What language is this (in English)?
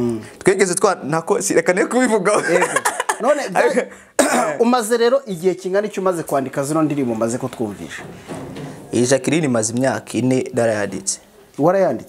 Kinyarwanda